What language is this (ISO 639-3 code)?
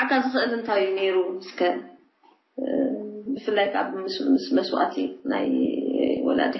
tir